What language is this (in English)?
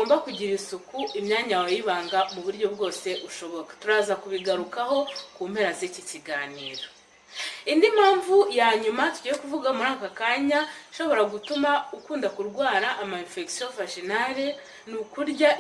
Kinyarwanda